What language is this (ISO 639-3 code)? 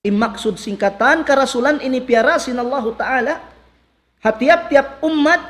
tsg